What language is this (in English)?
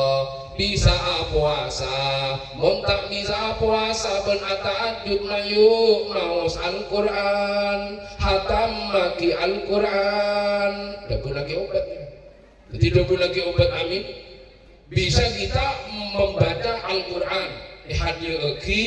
Madurese